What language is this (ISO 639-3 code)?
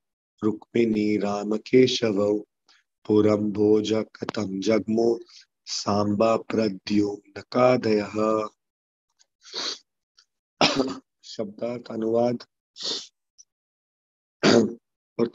hin